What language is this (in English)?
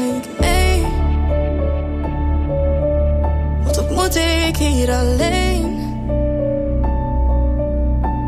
Dutch